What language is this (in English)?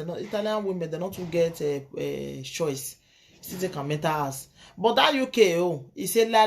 Nigerian Pidgin